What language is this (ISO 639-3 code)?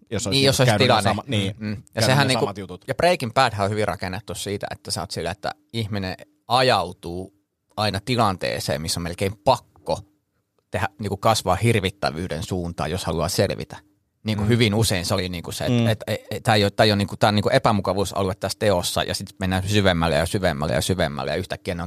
fin